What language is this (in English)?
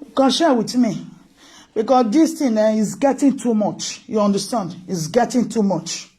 Nigerian Pidgin